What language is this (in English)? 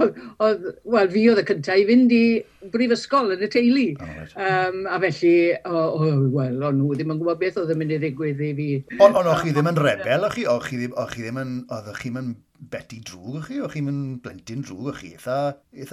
Welsh